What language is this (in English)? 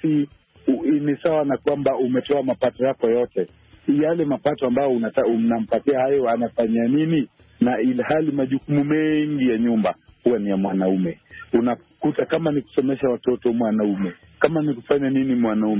Swahili